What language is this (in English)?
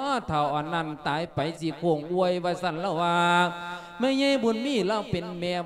Lao